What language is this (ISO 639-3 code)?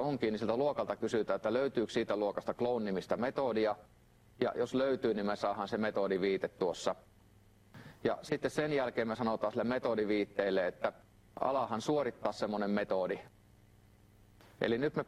fin